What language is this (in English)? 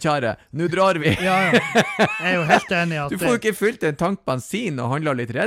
Norwegian